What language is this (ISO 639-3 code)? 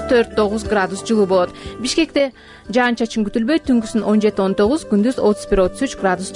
kir